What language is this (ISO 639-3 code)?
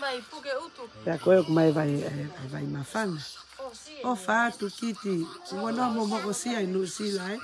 ton